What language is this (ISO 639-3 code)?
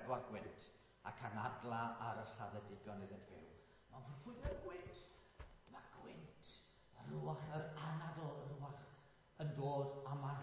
cym